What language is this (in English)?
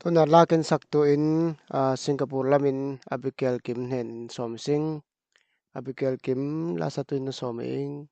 Falam Chin